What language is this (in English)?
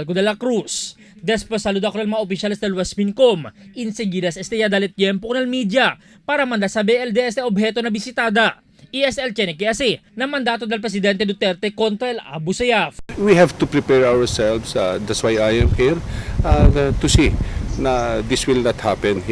Chavacano